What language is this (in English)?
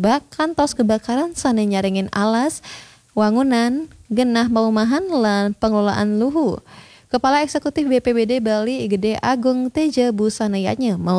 Balinese